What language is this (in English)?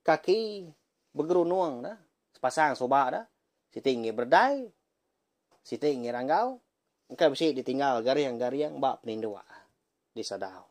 Iban